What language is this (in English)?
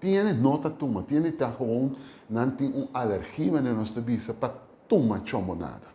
Papiamento